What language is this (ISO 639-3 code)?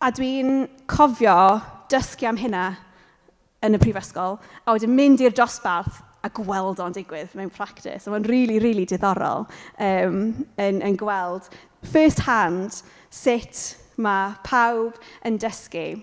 cym